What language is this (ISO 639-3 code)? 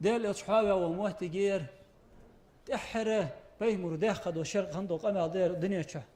inh